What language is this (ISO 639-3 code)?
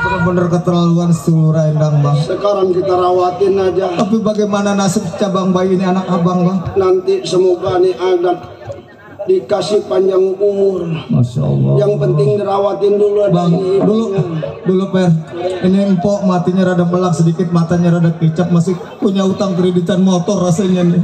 bew